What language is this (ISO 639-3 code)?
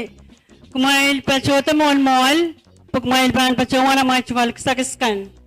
pon